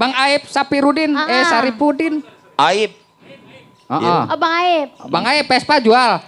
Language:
Betawi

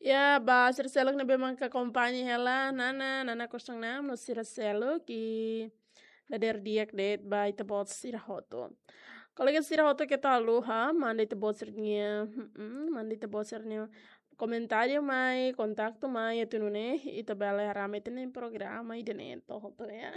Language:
Tetum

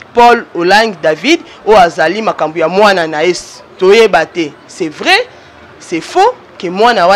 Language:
Lingala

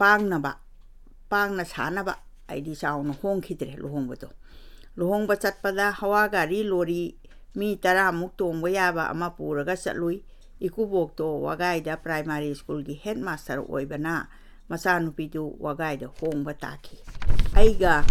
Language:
Manipuri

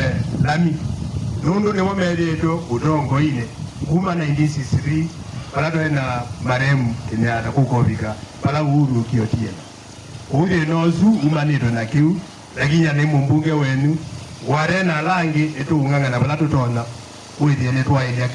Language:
Kamba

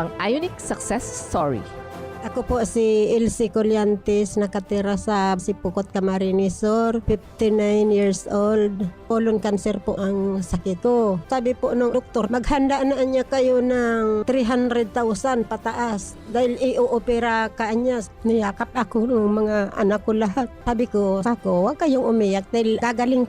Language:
Bikol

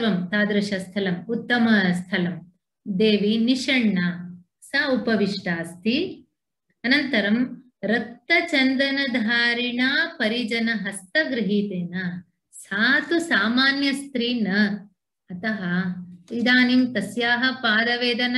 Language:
Sanskrit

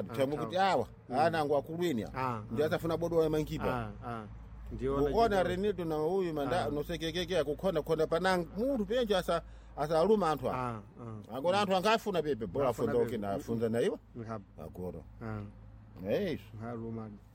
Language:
Sena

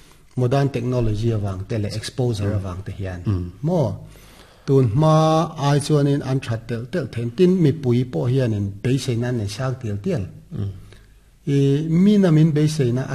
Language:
Mizo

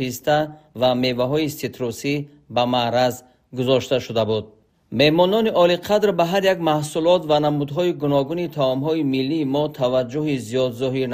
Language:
Tajik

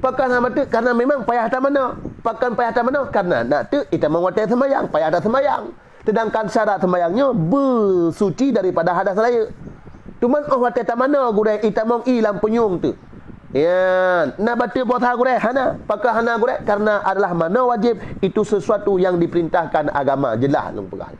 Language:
Achinese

